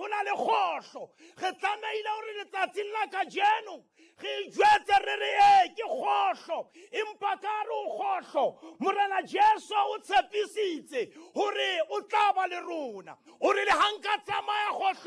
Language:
Southern Sotho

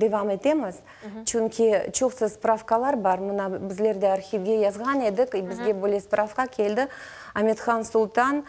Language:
Crimean Tatar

